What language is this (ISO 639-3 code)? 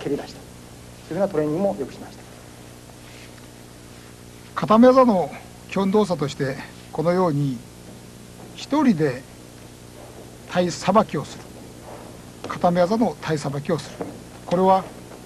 jpn